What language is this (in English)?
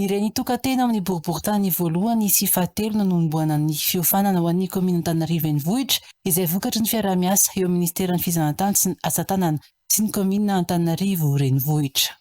Malagasy